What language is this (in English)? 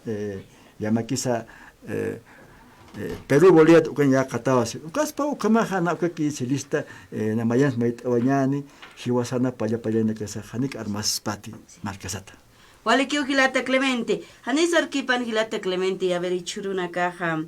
Aymara